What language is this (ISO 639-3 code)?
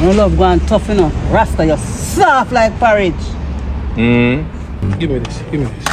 jam